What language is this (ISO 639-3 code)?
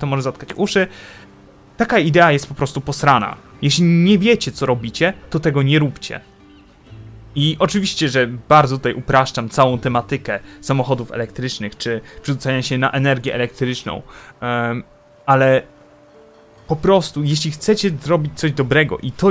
pol